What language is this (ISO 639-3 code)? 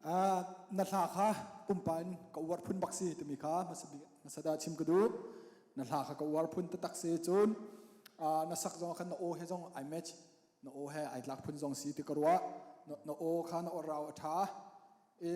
cnh